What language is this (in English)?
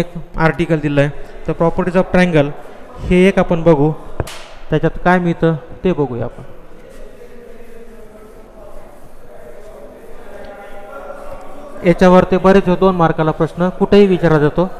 Marathi